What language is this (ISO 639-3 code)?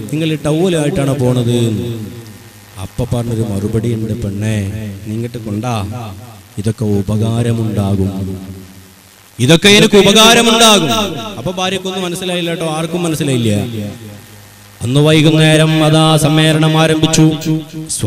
mal